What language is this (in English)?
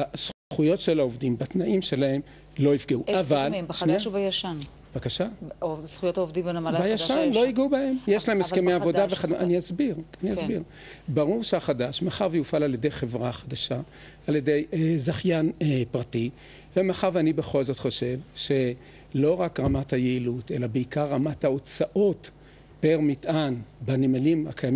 Hebrew